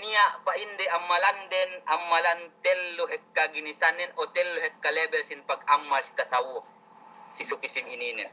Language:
Yakan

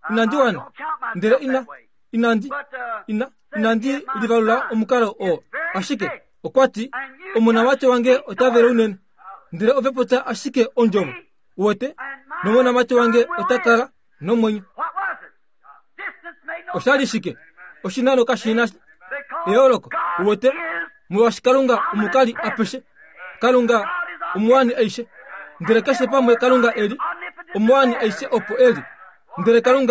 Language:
Kuanyama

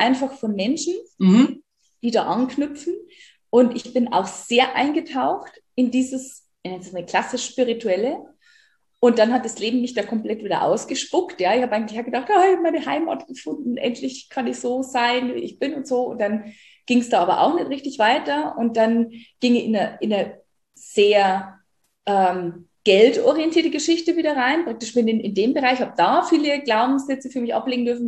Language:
German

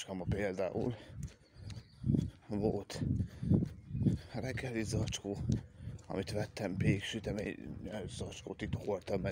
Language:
Hungarian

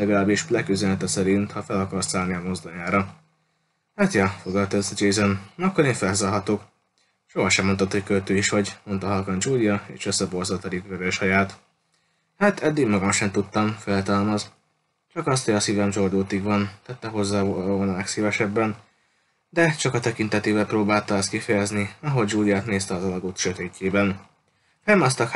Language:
Hungarian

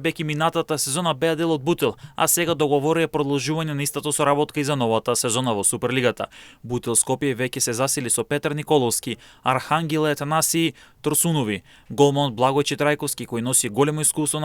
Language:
Macedonian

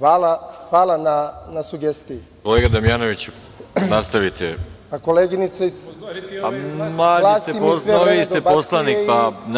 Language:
Serbian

